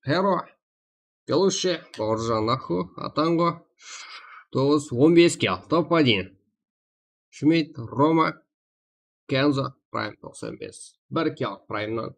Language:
Kara-Kalpak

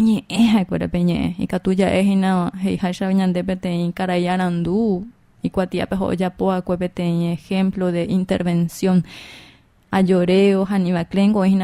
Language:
Guarani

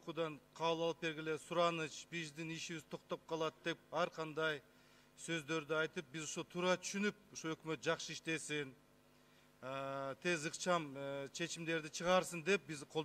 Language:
Kyrgyz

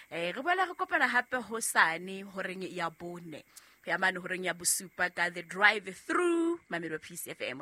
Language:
Southern Sotho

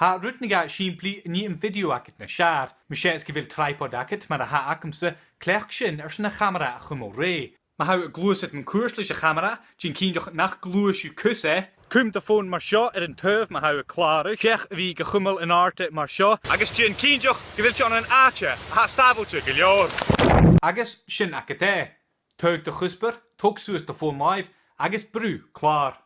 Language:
Scottish Gaelic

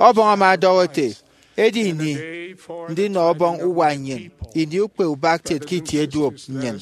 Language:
Efik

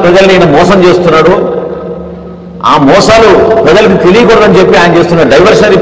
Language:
Telugu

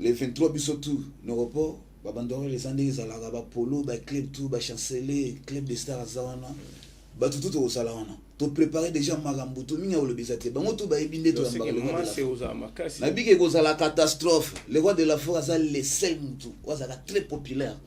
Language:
Lingala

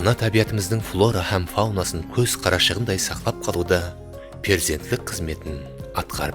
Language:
Kara-Kalpak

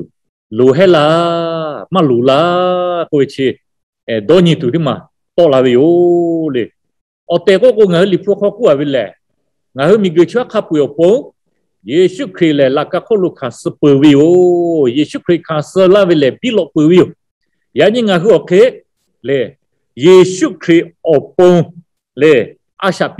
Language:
Lahu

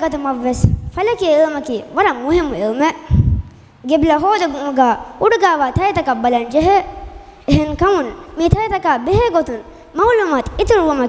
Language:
Divehi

